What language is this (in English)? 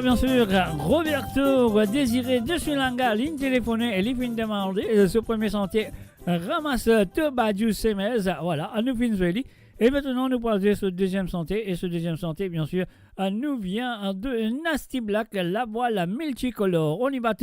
Morisyen